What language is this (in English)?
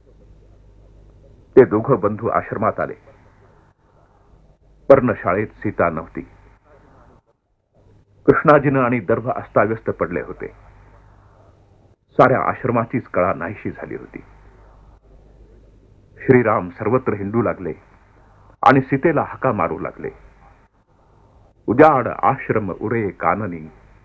Marathi